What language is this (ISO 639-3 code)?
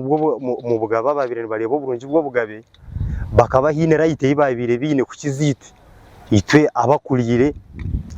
nyn